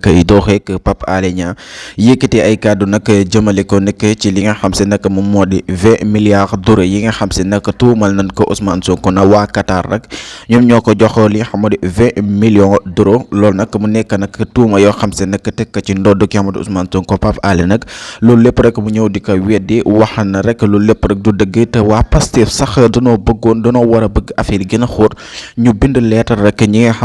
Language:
Wolof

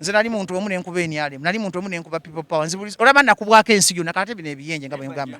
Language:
Ganda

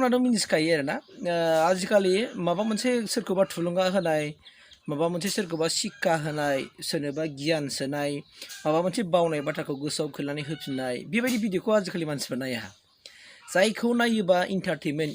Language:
Bodo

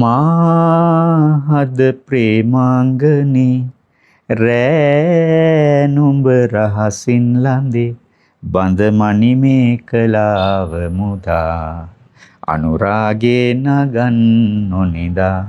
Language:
Sinhala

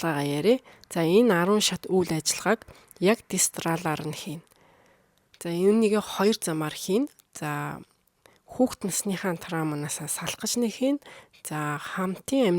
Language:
Mongolian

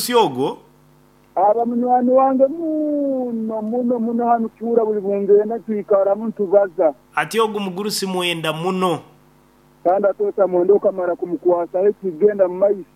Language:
Nyankole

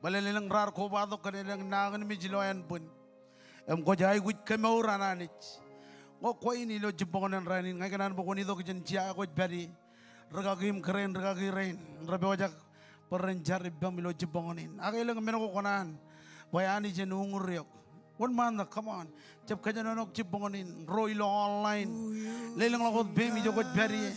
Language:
Marshallese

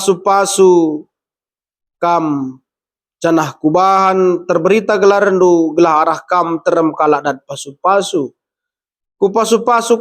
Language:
Batak Karo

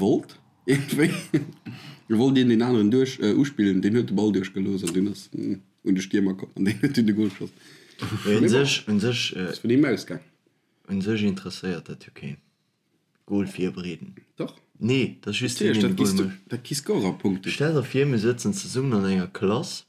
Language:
Luxembourgish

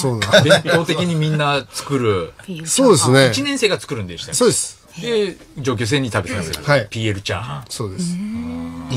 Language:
Japanese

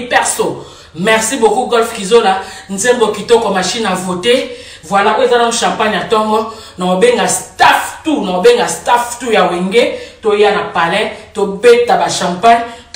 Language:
Lingala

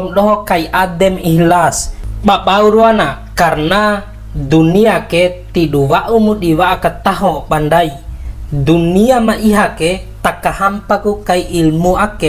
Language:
Bima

